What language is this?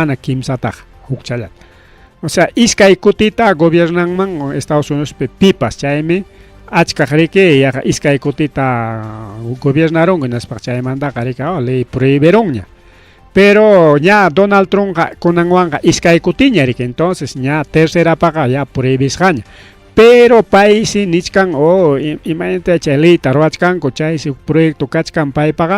Ayacucho Quechua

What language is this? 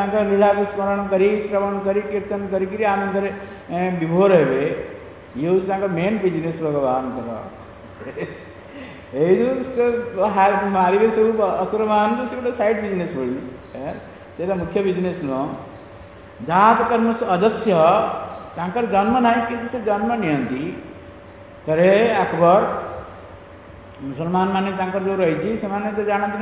Odia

